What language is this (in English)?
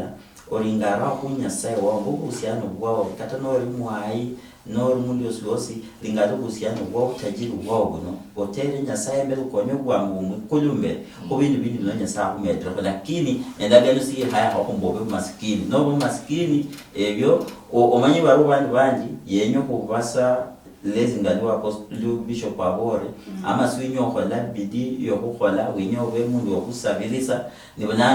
Luyia